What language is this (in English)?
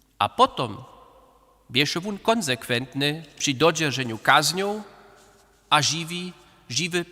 Upper Sorbian